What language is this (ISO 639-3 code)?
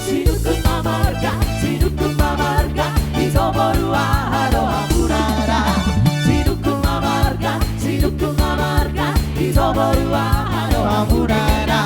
bbc